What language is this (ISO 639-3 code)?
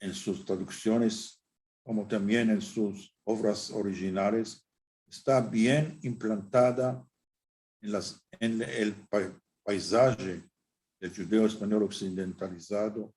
lad